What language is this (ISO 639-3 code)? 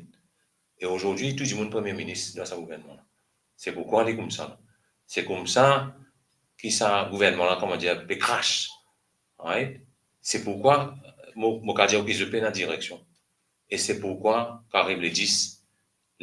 mfe